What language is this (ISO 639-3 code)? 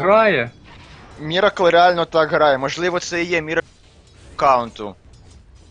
ukr